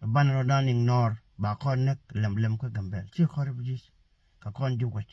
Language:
Nuer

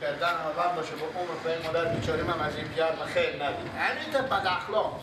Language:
Persian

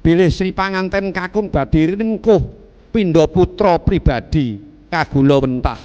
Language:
Javanese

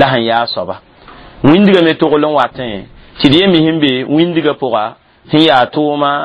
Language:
Mossi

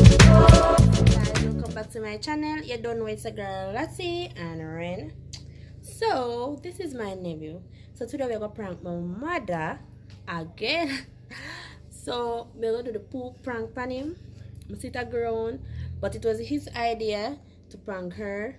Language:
Jamaican Creole English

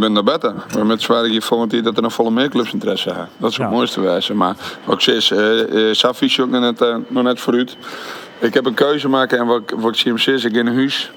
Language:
Western Frisian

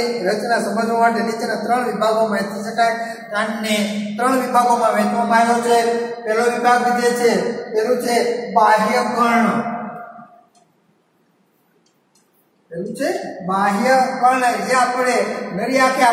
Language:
Gujarati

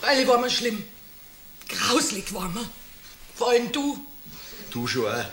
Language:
Bavarian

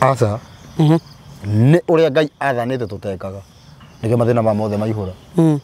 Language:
Kikuyu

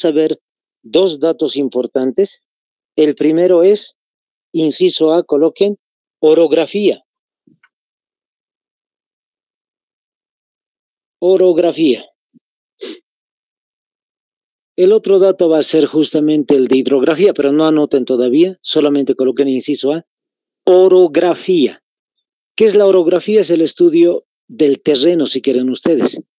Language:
Spanish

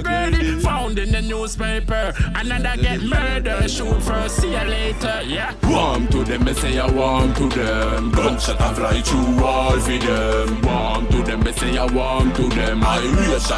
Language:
Jamaican Creole English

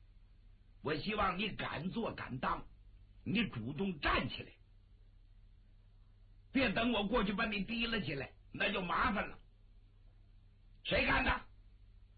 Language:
Chinese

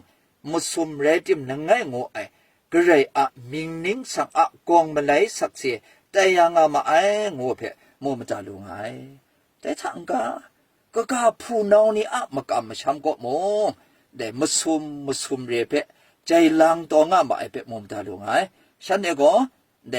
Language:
Kachin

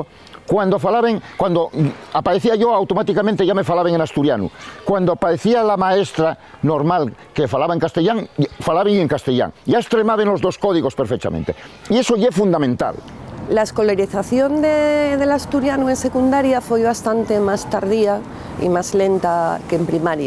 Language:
Asturian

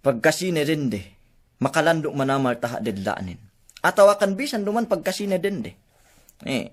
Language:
Yakan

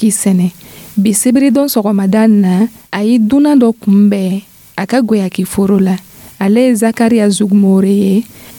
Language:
Dyula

